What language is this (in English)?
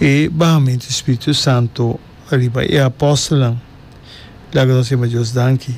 Papiamento